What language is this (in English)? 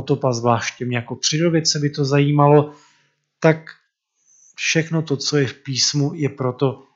Czech